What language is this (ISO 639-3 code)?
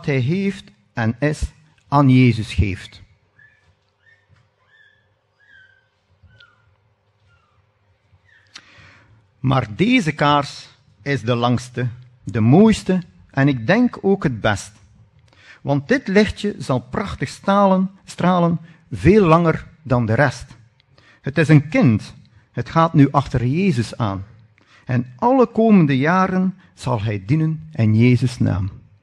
nld